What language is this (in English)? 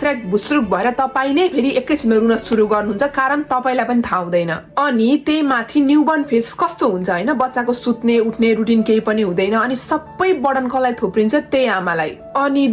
Nepali